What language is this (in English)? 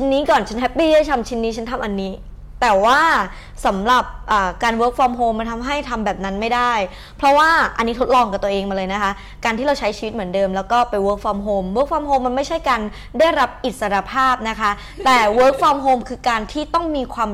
Thai